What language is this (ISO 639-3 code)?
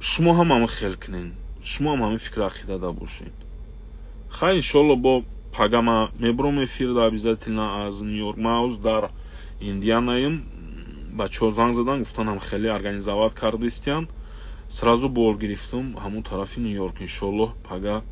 tgk